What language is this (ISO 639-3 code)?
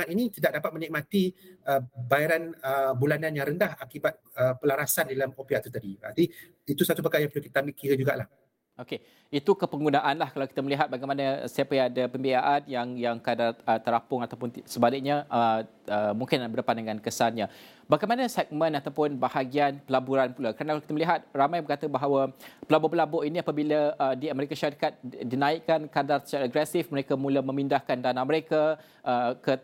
msa